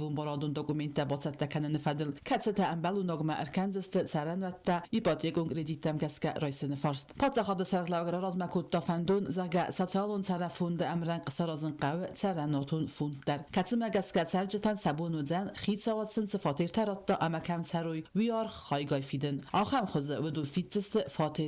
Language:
Ossetic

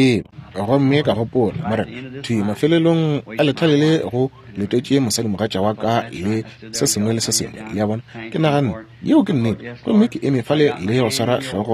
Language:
Northern Sotho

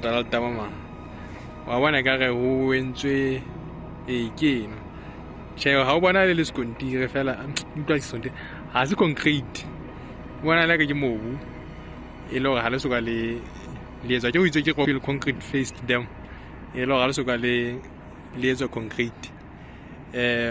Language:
Southern Sotho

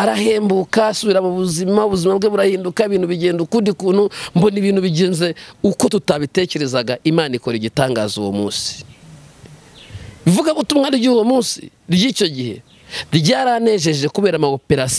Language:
Kinyarwanda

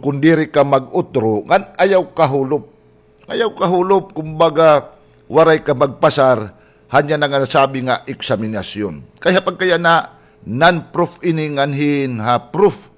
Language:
Waray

